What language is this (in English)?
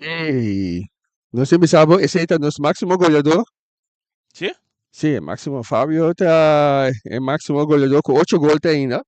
Papiamento